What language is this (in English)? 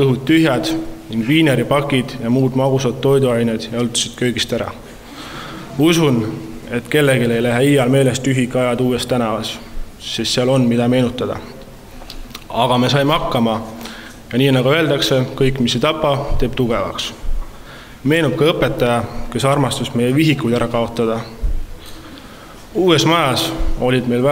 Estonian